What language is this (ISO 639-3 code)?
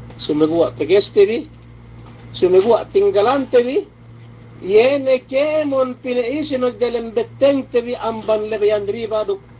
yka